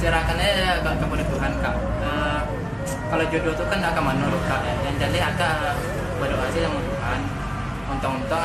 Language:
Minangkabau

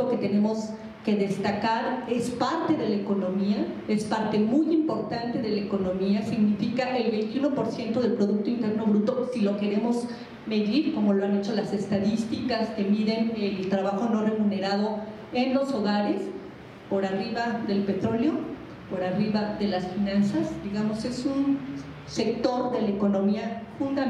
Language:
Spanish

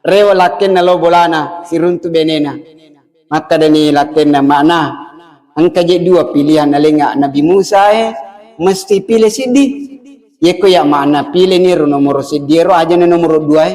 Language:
Buginese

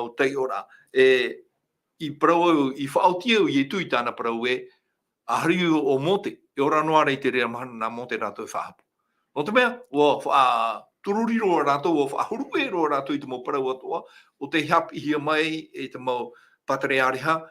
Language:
Tahitian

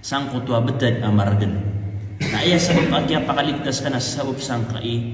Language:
Maranao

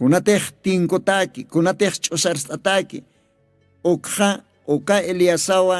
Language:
Aymara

